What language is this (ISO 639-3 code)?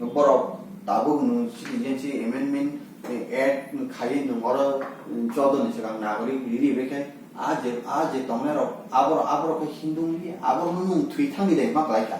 trp